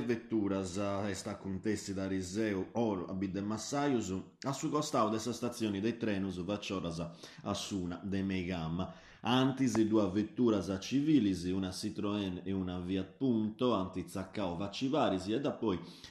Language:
Sardinian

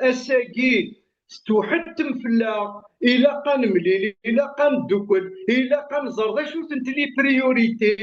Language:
Kabyle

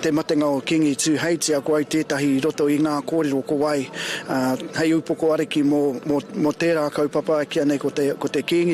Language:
Māori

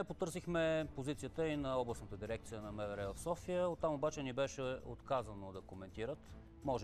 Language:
Bulgarian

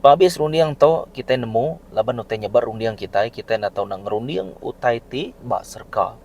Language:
Iban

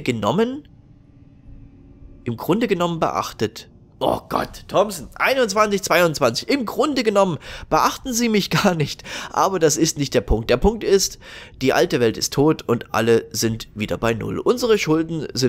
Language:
German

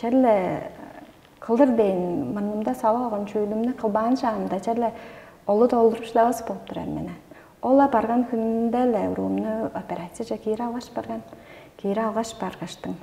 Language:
Tuvinian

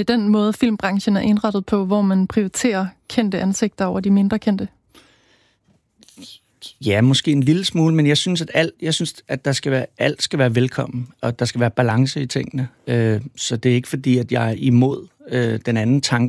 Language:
Danish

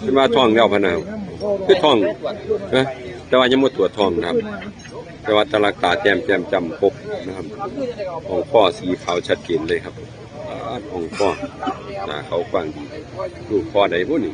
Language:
Northeastern Thai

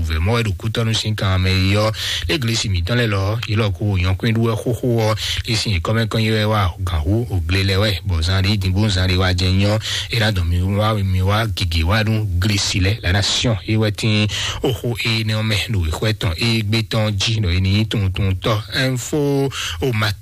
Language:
Fon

